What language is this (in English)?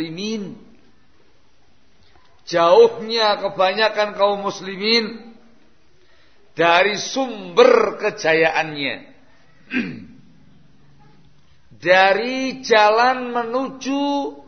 Indonesian